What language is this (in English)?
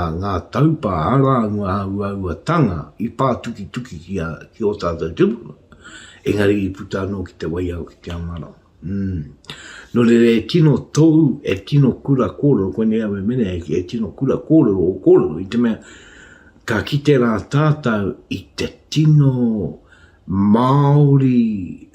Māori